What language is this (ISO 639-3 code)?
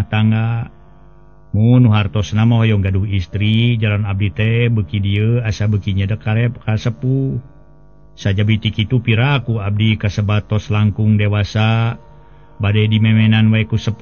sun